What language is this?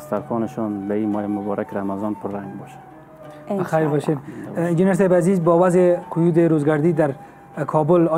Persian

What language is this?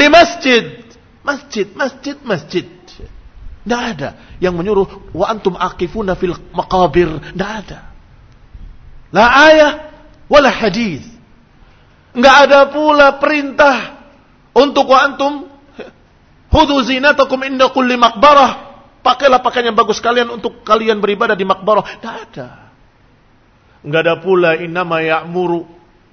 Indonesian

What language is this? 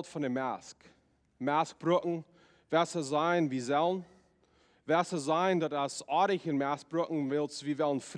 Plautdietsch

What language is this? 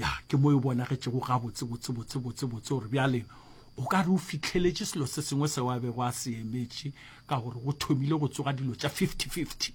Northern Sotho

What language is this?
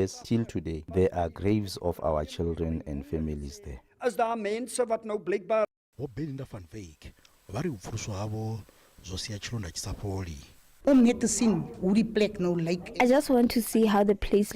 Venda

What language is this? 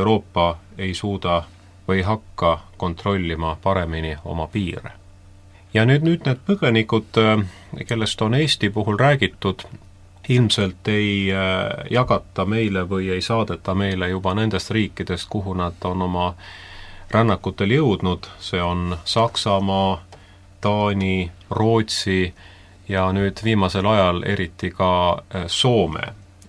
Estonian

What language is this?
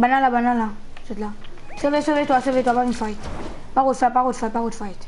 Morisyen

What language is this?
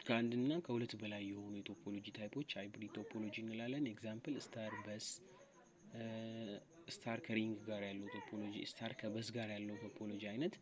Amharic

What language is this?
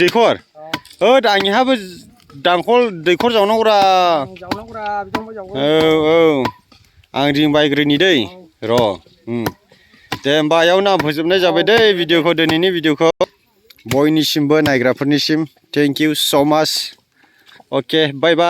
Bodo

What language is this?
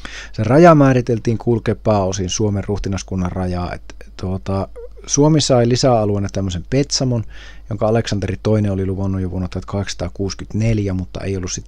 Finnish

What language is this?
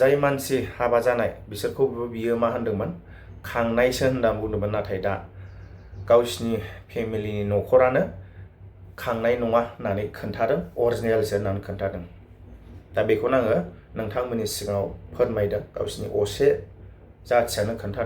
Bodo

